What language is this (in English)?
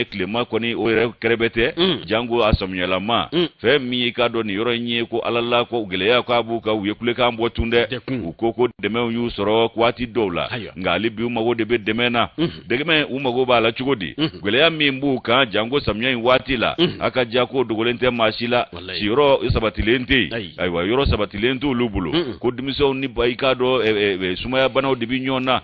Bambara